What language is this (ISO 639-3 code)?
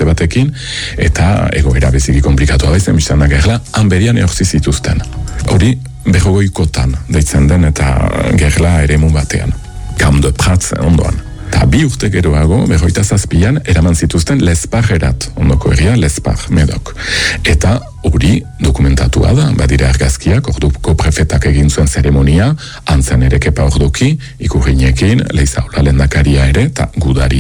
eus